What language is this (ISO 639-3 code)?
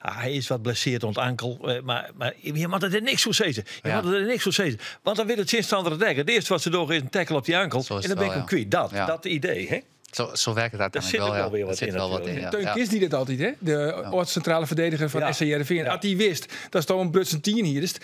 fry